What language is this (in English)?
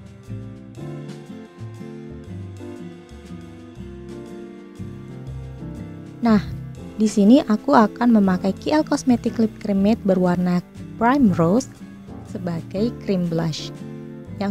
Indonesian